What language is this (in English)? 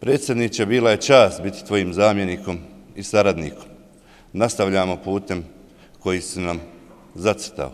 Bosnian